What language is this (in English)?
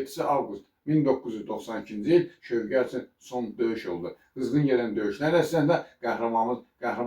Azerbaijani